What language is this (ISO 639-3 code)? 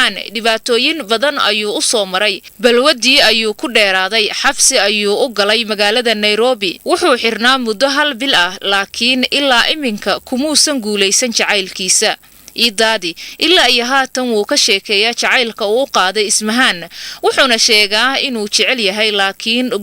som